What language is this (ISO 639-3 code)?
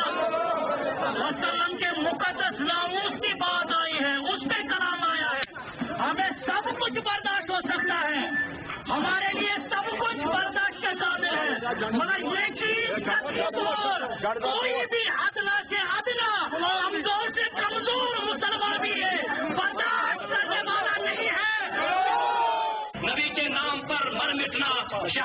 urd